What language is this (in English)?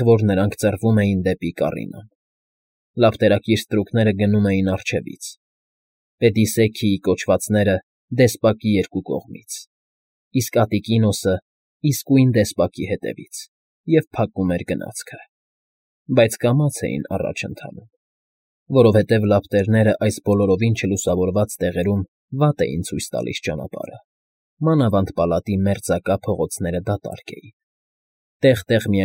Armenian